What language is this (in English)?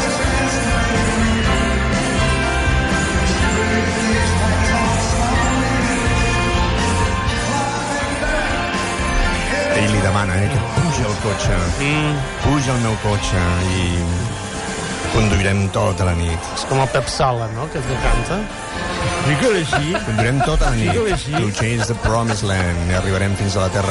Catalan